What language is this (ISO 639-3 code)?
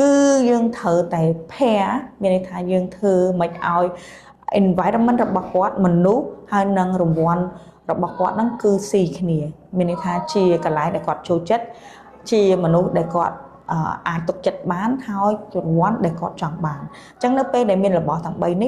khm